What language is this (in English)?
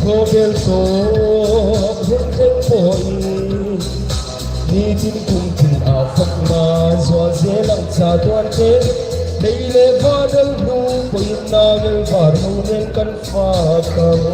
Hmar